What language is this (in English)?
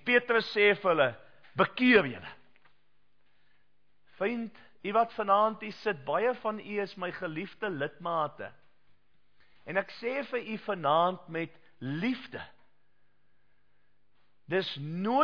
Afrikaans